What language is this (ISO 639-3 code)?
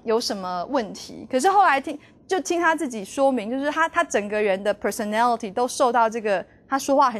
zho